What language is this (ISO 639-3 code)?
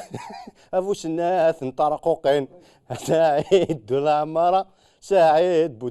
kab